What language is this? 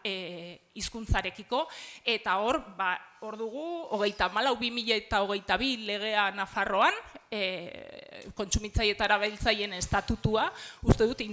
Basque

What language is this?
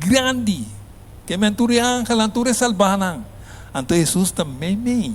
Papiamento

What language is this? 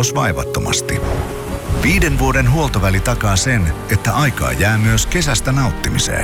Finnish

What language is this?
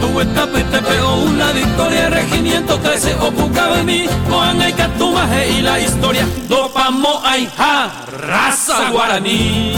Guarani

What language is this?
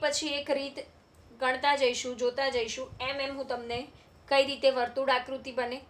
Gujarati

